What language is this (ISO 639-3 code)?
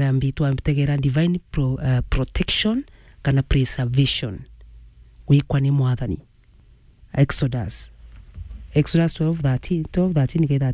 mer